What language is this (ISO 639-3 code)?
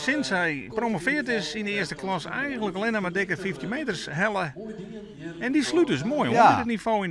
fry